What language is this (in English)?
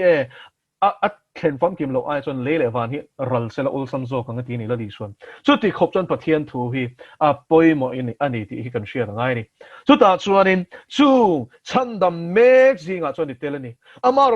Mizo